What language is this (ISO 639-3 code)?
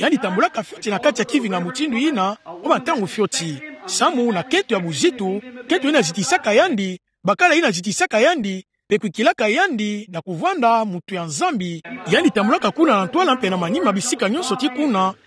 ktu